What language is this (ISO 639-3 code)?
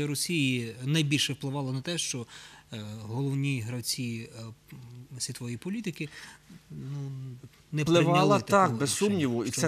ukr